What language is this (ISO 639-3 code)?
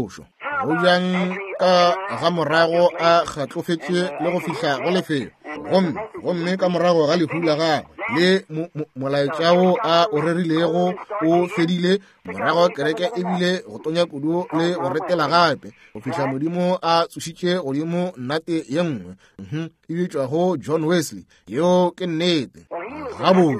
nso